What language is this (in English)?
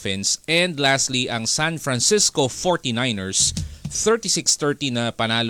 Filipino